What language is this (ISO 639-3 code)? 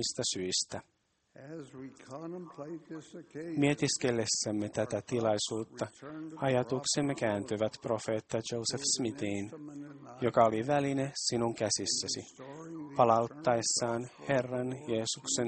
fin